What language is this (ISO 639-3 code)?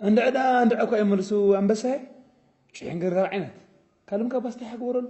tir